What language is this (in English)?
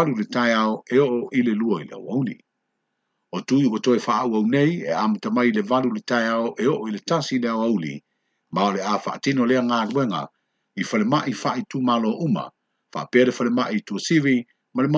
Samoan